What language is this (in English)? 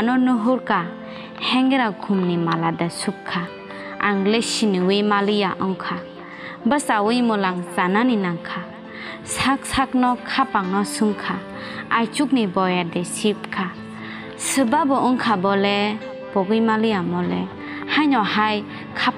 Kok Borok